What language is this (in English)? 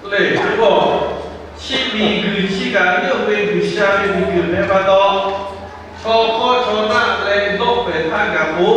Lahu